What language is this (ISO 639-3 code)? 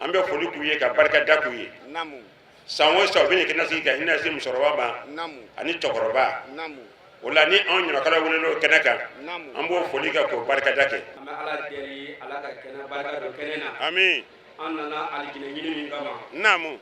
bam